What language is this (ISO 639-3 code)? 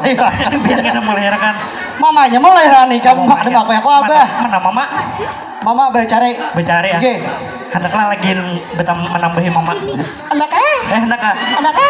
bjn